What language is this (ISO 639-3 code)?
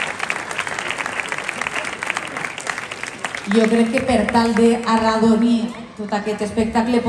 cat